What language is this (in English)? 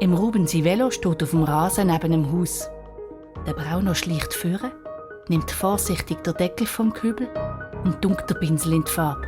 Swiss German